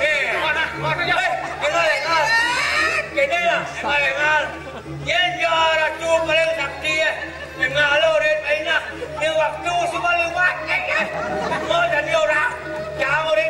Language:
Balinese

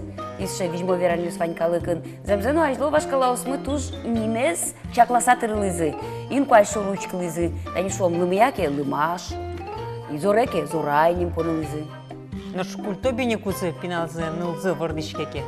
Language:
Udmurt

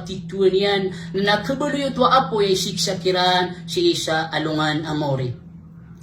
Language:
Maranao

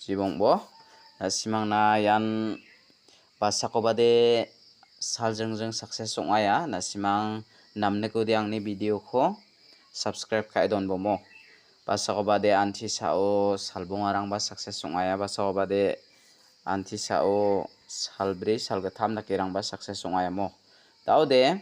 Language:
Garo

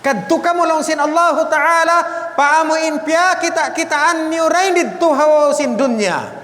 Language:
Tausug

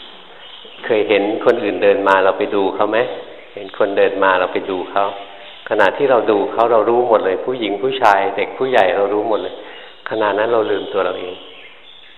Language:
Thai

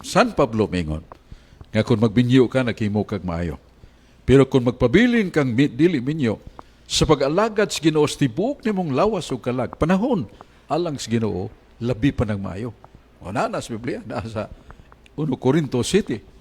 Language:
Cebuano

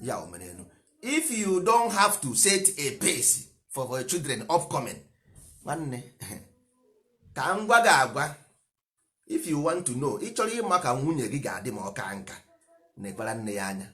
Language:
Igbo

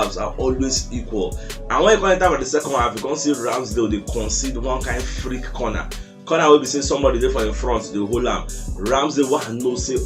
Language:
Nigerian Pidgin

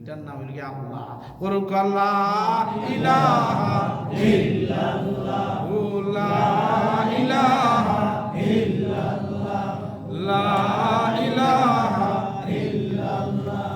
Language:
Sylheti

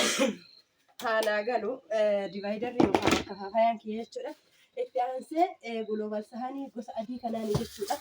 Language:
Oromo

